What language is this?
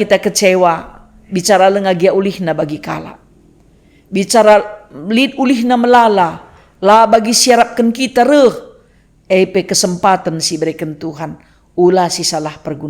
Batak Karo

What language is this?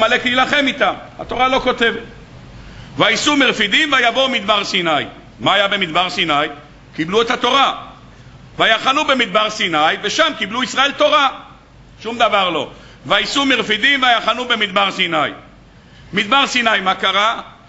Hebrew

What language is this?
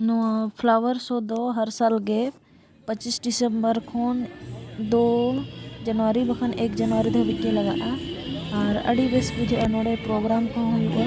Santali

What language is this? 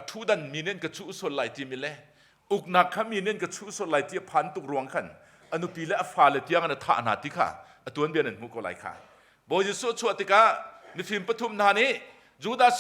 Hakha Chin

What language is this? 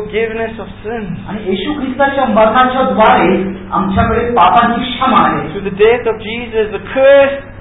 Marathi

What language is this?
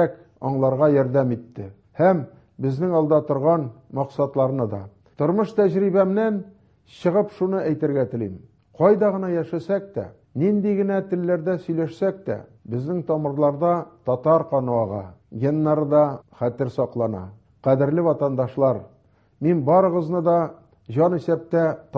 Tatar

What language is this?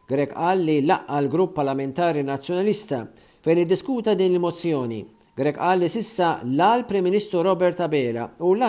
Maltese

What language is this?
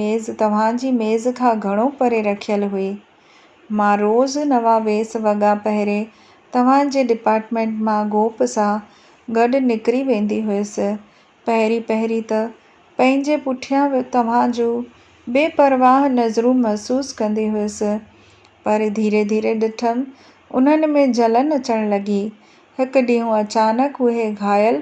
Sindhi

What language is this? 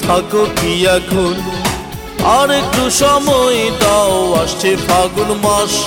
Bangla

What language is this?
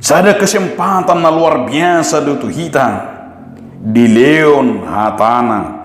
Batak Toba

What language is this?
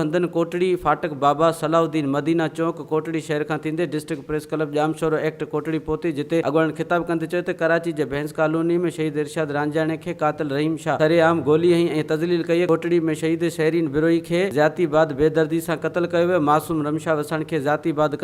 Sindhi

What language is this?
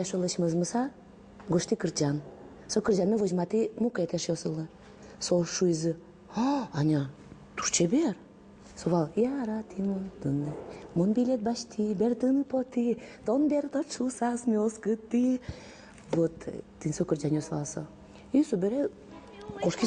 Udmurt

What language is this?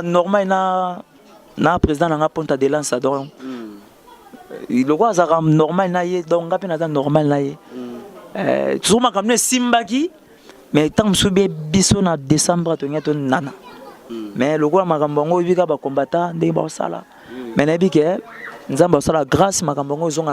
Lingala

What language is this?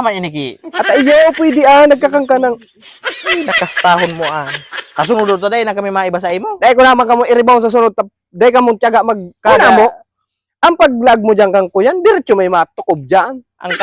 Bikol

